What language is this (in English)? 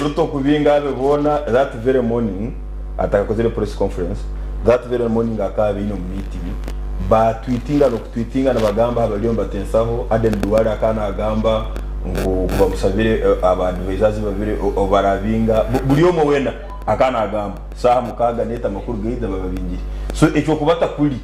Nyankole